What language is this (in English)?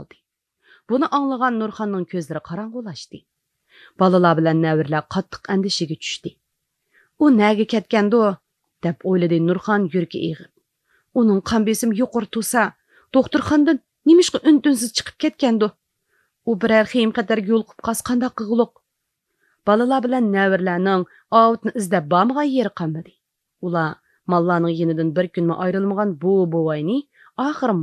Uyghur